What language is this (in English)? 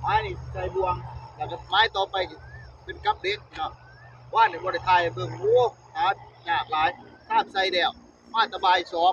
Northeastern Thai